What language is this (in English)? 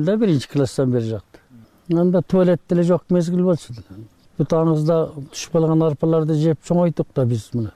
Kyrgyz